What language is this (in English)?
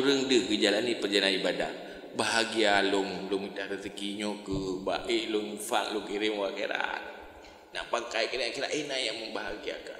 Achinese